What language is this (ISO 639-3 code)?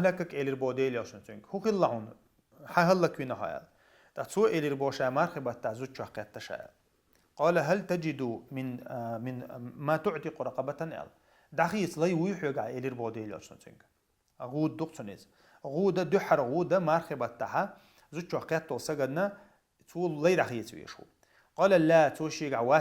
che